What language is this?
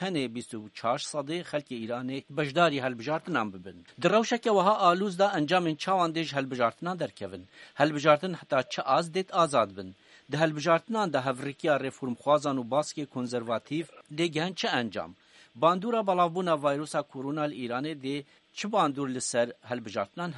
Kurdish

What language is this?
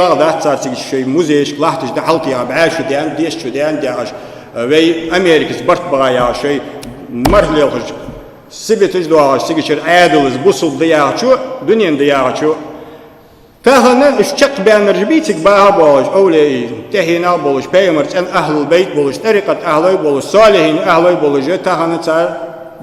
Ingush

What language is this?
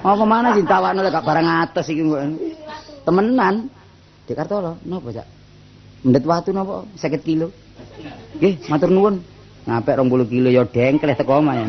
Javanese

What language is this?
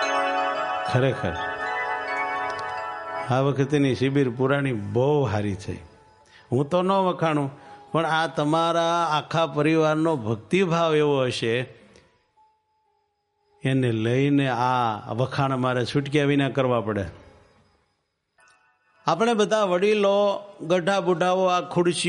Gujarati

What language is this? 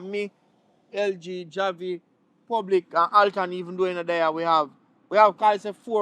Jamaican Creole English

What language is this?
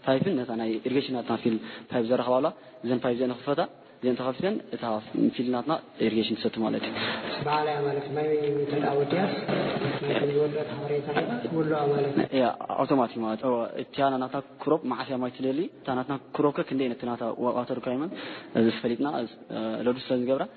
Tigrinya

